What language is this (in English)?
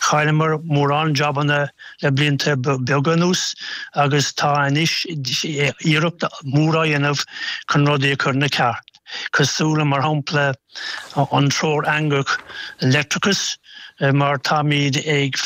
Irish